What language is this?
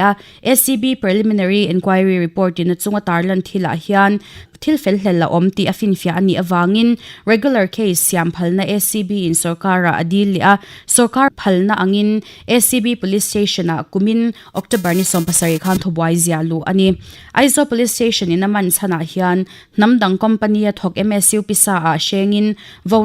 Mizo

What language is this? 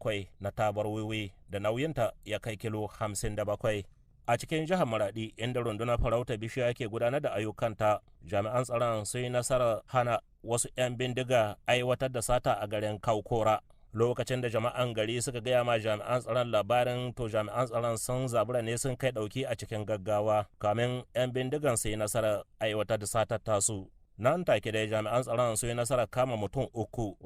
Hausa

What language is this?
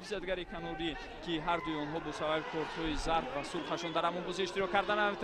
Tajik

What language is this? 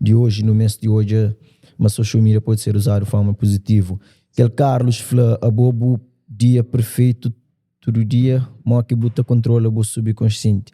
Kabuverdianu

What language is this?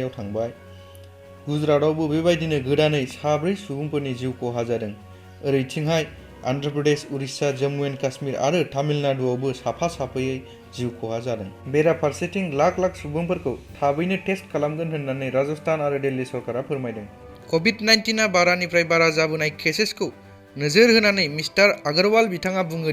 Bodo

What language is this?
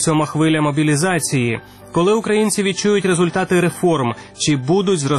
Ukrainian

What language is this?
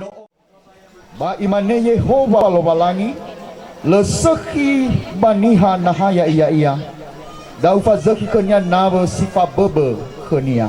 Nias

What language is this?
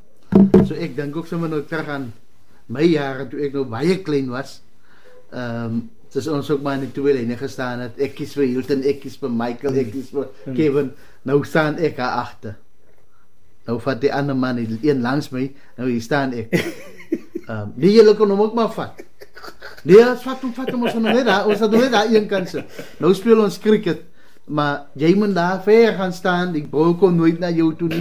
Afrikaans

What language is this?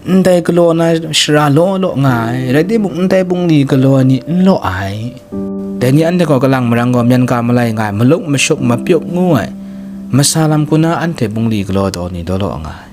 Kachin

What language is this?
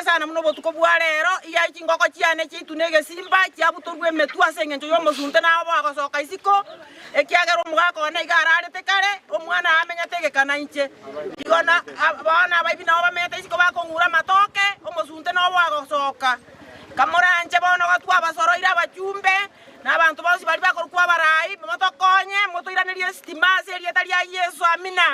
Gusii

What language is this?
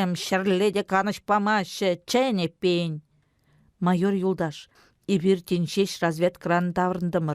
Chuvash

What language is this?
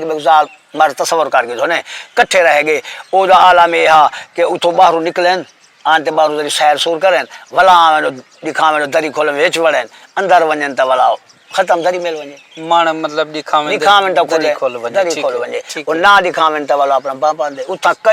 Saraiki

